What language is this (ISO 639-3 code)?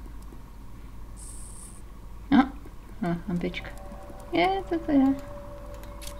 ces